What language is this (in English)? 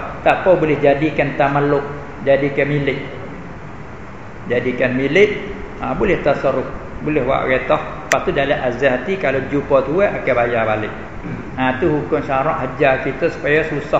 Malay